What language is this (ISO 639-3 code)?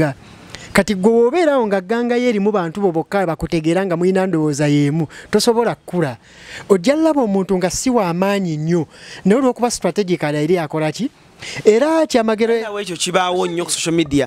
lug